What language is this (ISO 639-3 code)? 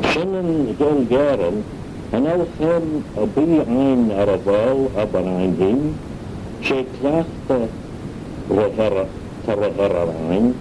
glv